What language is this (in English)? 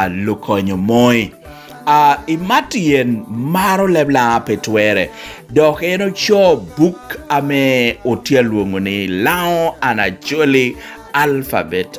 Lango (Uganda)